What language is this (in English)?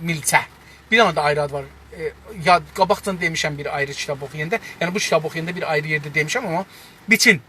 South Azerbaijani